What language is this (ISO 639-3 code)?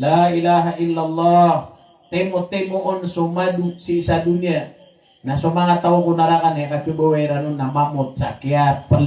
mrw